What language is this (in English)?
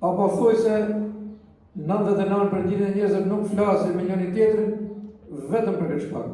Albanian